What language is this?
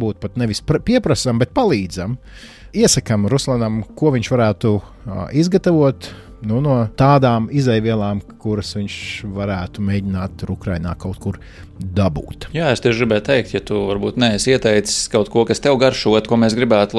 Latvian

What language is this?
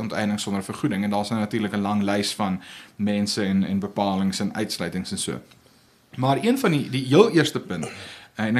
Afrikaans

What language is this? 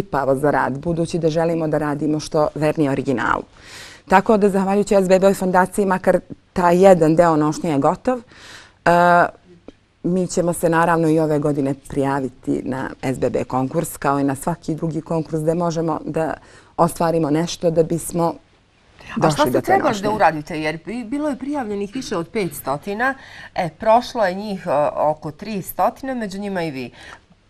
Bosnian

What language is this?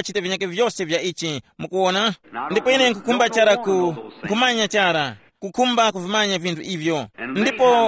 Tumbuka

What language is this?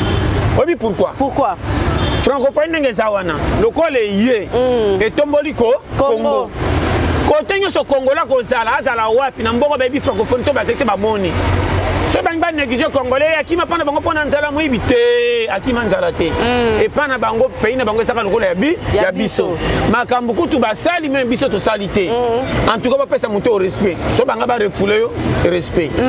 Lingala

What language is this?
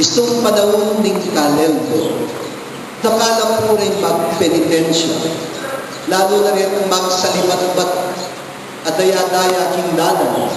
Pampanga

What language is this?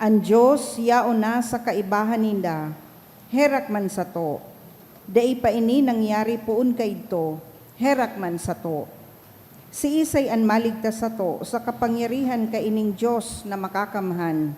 Bikol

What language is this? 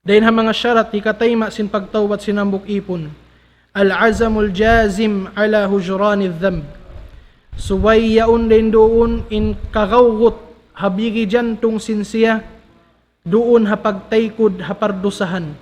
Tausug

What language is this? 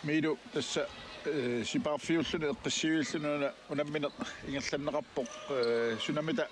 Kalaallisut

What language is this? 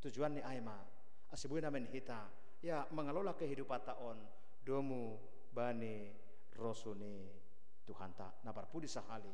Batak Simalungun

